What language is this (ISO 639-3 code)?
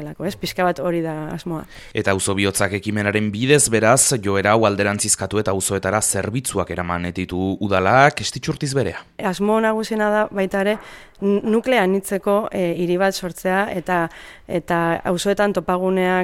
eus